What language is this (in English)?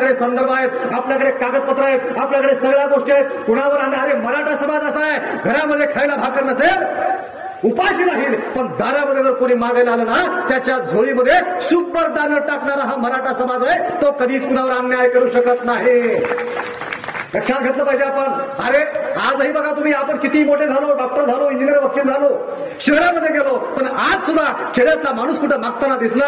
Marathi